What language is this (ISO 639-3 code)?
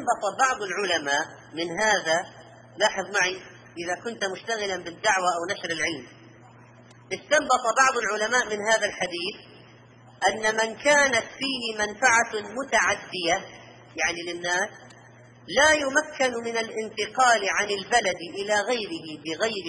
ara